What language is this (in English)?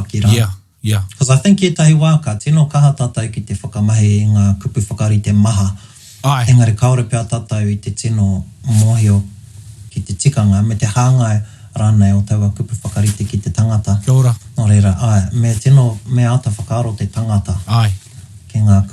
Māori